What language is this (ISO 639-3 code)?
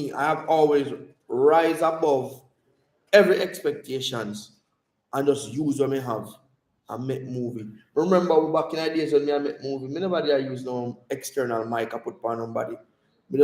jam